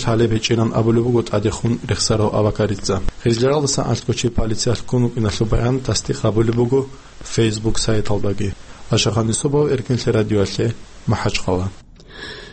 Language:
Avaric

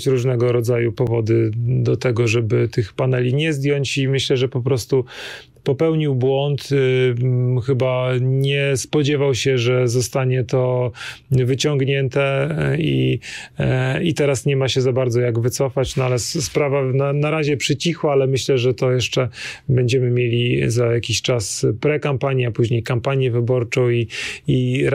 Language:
Polish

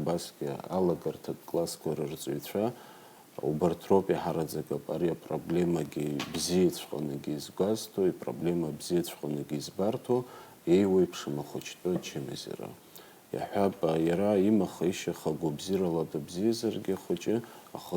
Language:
Abkhazian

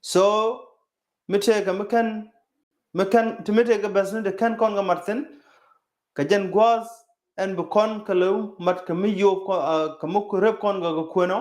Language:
Nuer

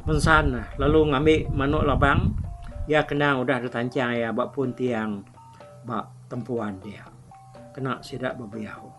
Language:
Iban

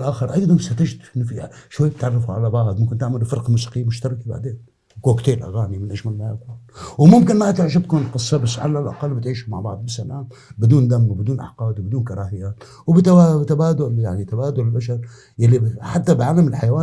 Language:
North Levantine Arabic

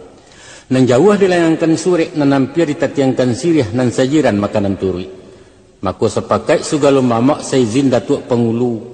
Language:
Minangkabau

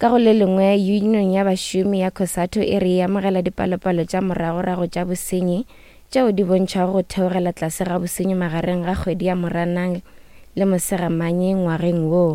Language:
Northern Sotho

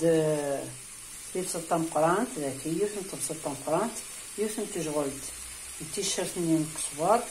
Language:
Kabyle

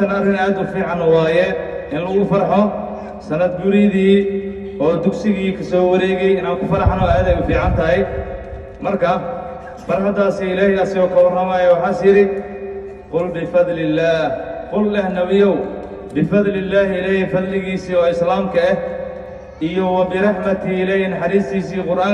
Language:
Somali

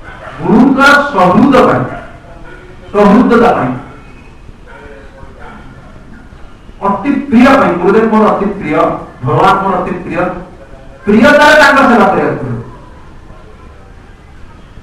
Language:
Odia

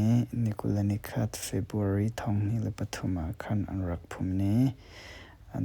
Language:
Hakha Chin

